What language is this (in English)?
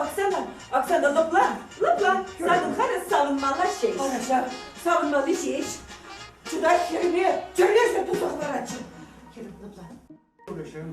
Chuvash